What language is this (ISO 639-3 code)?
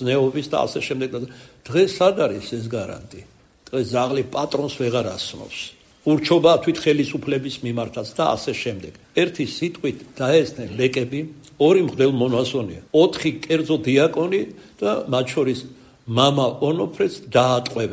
kat